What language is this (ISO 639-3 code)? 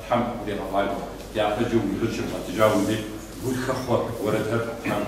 kbd